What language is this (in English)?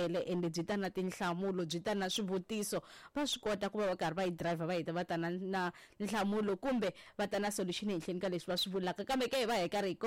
Tsonga